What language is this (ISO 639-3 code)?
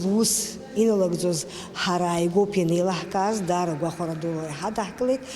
abk